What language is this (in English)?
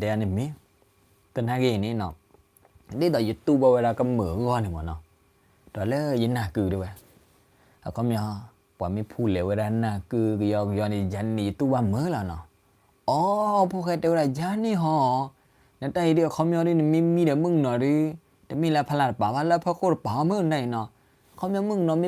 S'gaw Karen